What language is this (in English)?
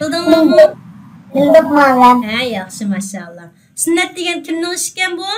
Uyghur